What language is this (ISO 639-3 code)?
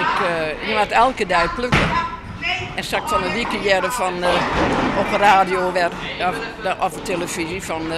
fry